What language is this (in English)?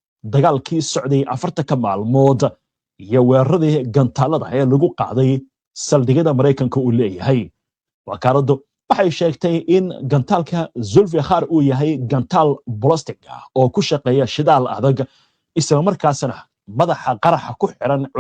Somali